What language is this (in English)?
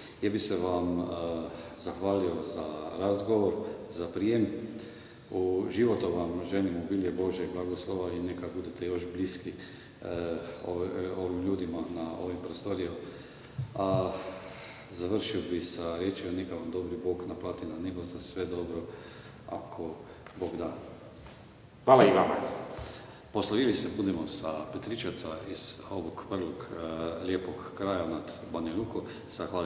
Croatian